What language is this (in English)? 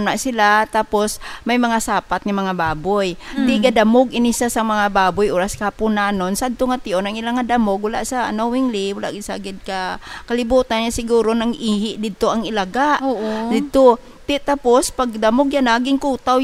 Hiligaynon